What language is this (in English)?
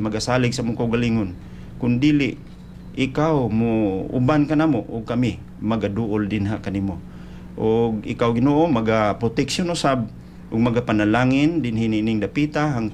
Cebuano